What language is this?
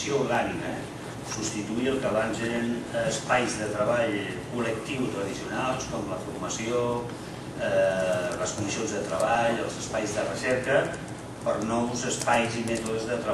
Catalan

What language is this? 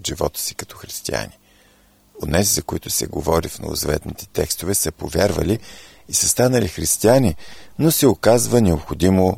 Bulgarian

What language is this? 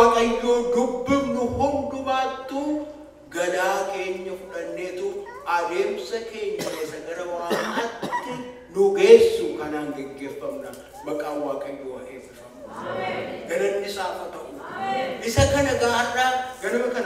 Oromo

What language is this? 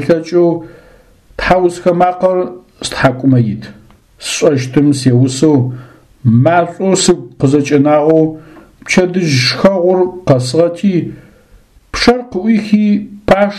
Adyghe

